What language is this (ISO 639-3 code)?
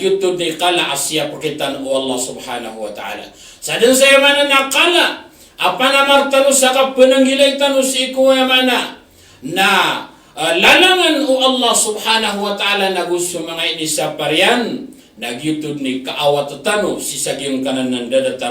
mrw